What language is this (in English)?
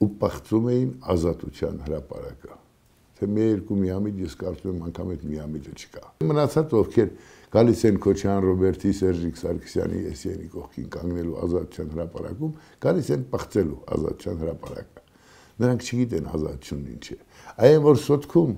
Armenian